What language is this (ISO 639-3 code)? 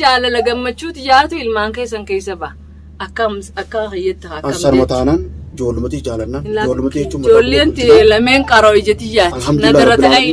orm